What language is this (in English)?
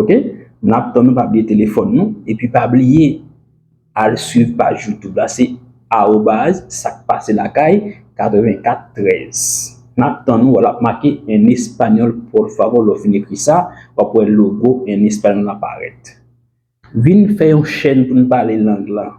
Haitian Creole